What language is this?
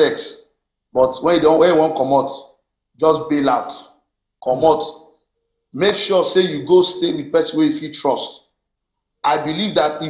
Nigerian Pidgin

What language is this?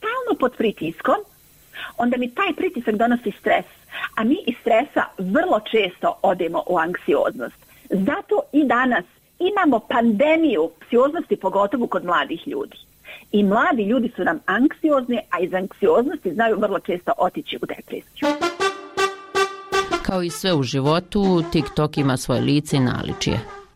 Croatian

